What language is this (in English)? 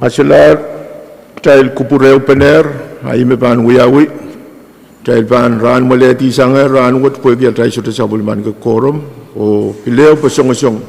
Pohnpeian